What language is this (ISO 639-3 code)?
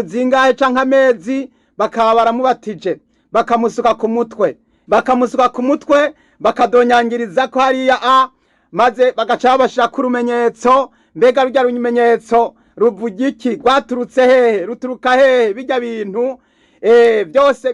run